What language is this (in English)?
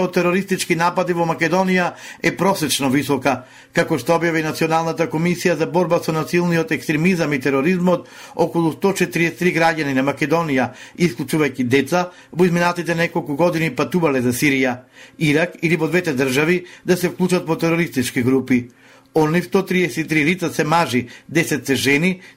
Macedonian